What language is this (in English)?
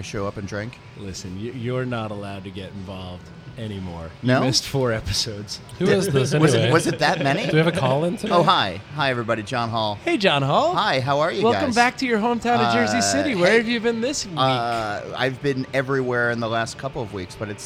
English